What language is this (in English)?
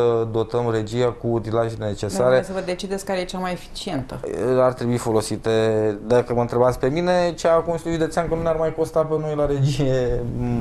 Romanian